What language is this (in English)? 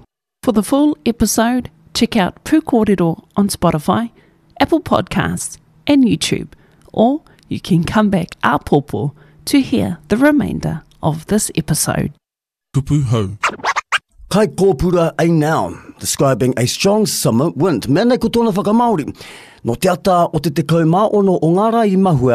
Māori